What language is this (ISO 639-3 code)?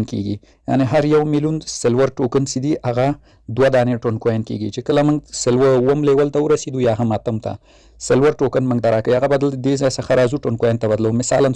pus